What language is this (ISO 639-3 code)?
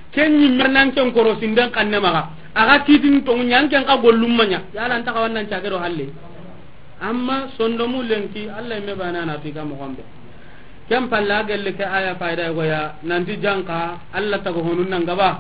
snk